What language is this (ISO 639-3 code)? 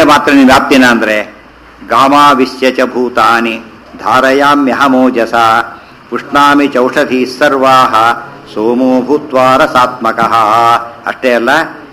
kan